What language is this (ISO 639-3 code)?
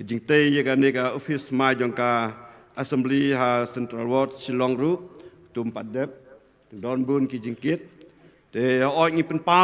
kha